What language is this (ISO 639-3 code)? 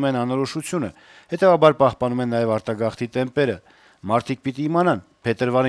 hye